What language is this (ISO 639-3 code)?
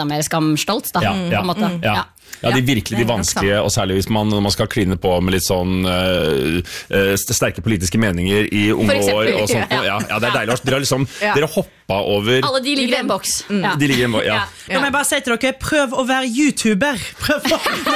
nor